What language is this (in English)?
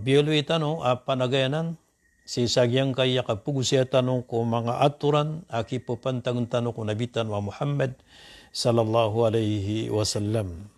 Maranao